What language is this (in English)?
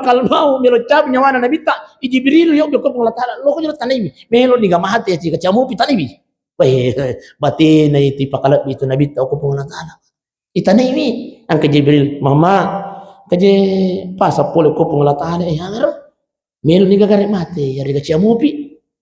Buginese